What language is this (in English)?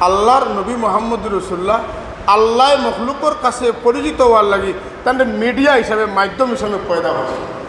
Sylheti